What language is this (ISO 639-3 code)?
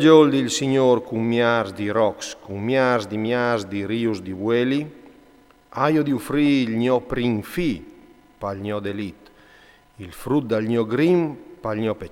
fur